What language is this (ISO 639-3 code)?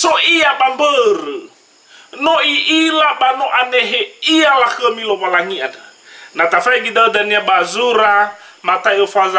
nia